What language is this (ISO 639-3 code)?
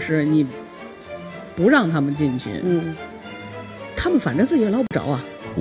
zho